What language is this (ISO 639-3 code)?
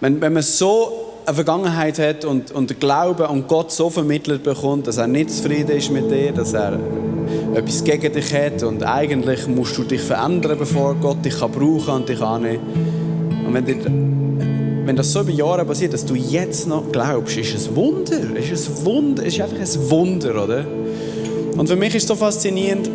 gsw